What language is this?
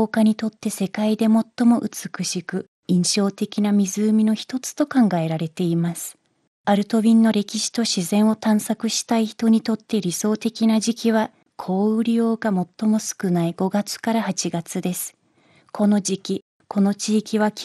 Japanese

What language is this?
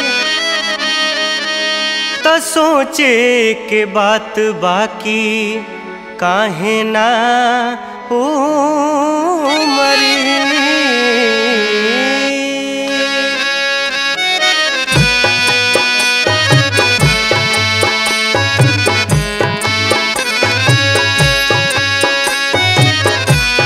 Bhojpuri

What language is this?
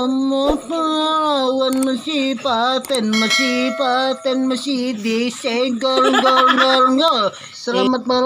Sundanese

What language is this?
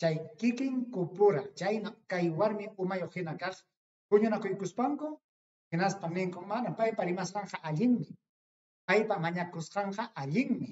Ayacucho Quechua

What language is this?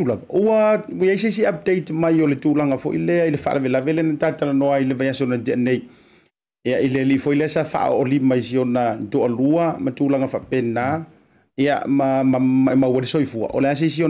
Samoan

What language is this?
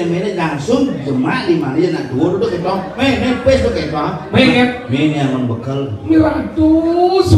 Balinese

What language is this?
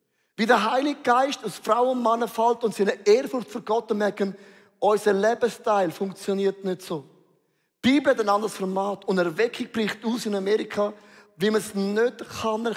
Swiss German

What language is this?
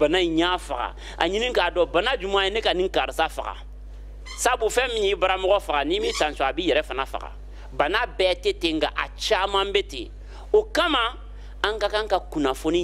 Bambara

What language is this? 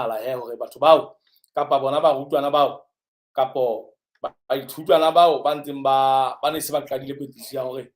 Southern Sotho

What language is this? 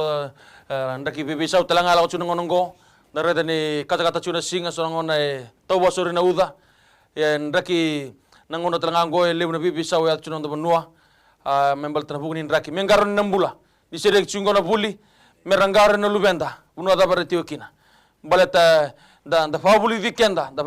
Fijian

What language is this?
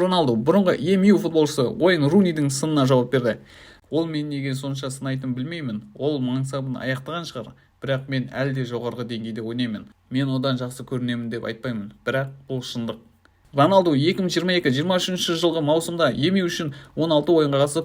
Kazakh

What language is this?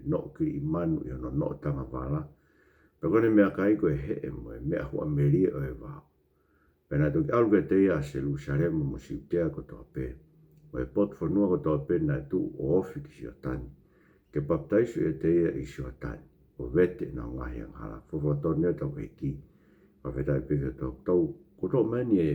Tongan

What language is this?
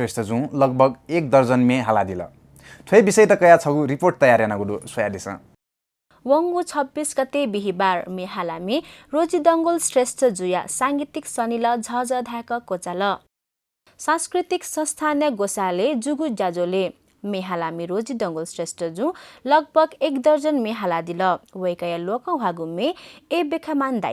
Newari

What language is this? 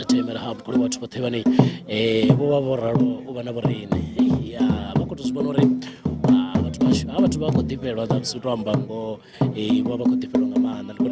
Venda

